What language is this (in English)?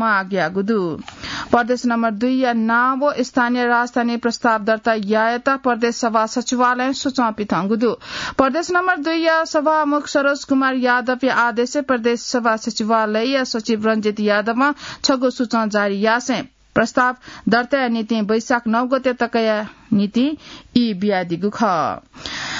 Newari